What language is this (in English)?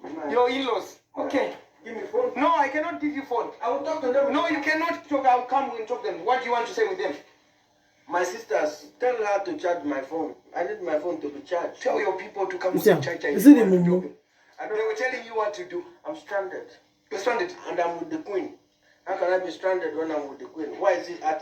Nigerian Pidgin